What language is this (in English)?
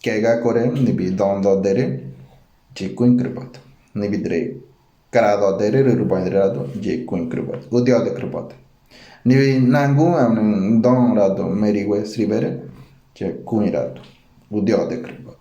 Ngäbere